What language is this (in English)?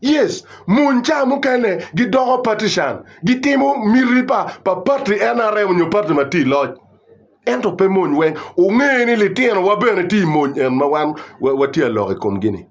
Acoli